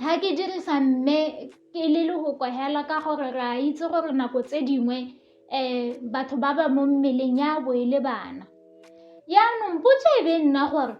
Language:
Tswana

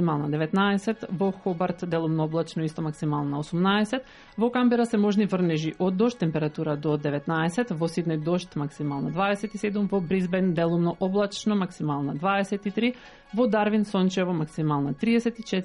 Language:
Macedonian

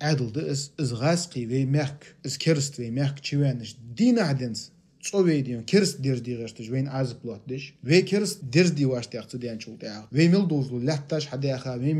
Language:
Ingush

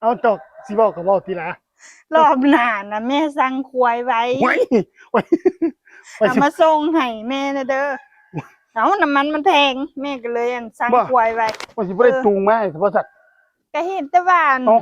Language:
Northeastern Thai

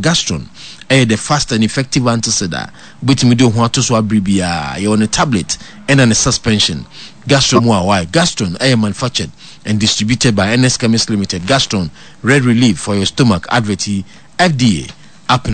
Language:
Akan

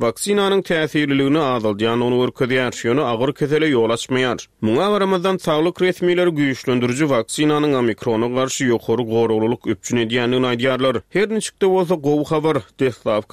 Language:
Turkmen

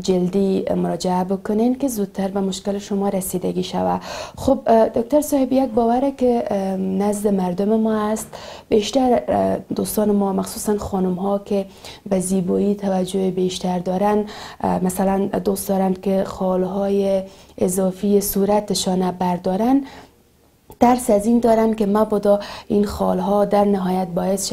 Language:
Persian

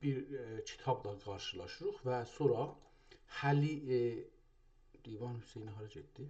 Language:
South Azerbaijani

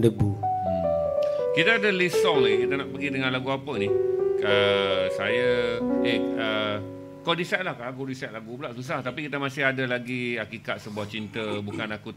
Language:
Malay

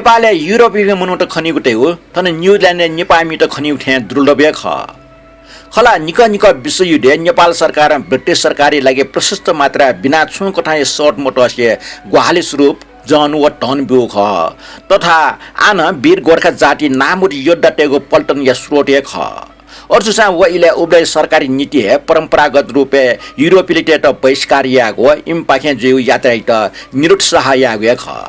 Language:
Newari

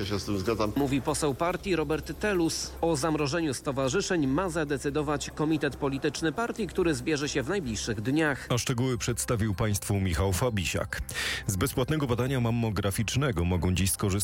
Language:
Polish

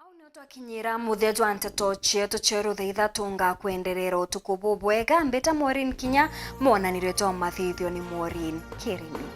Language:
Meru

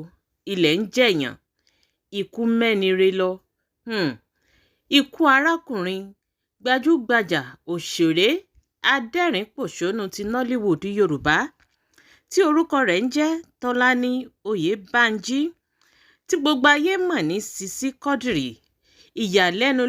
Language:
Yoruba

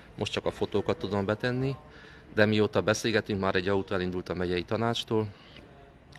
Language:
Hungarian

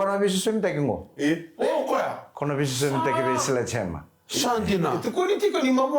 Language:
Fijian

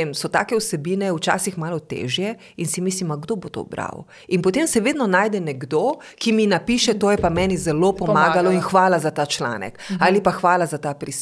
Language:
Slovenian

